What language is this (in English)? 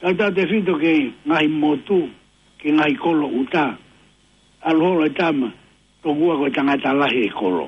Tongan